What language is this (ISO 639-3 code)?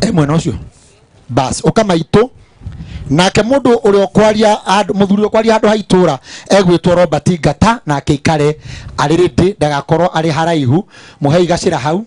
kik